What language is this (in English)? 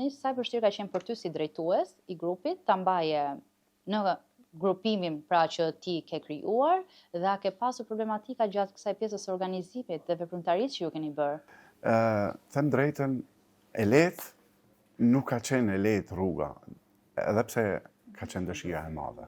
Albanian